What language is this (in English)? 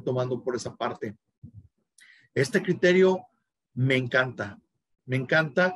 Spanish